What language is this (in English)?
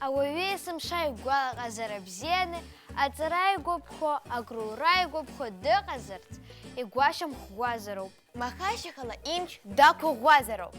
Abkhazian